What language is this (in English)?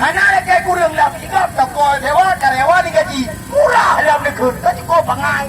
Achinese